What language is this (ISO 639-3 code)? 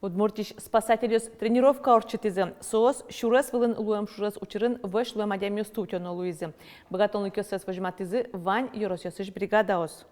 udm